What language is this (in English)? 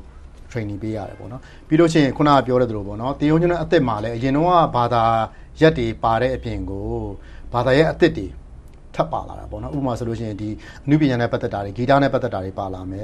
Burmese